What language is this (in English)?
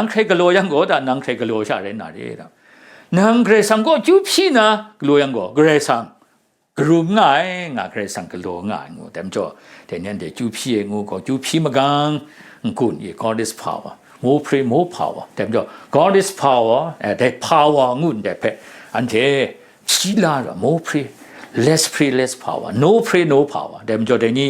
Kachin